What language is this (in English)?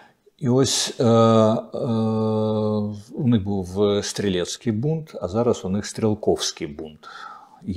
Ukrainian